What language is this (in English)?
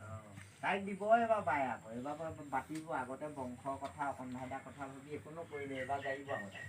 Assamese